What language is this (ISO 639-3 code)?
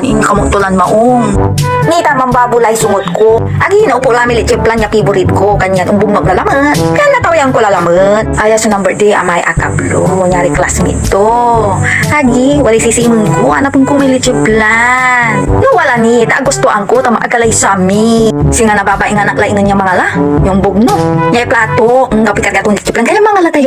pag